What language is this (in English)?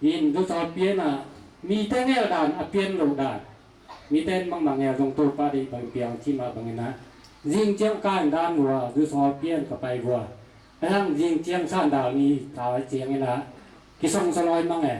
Tedim Chin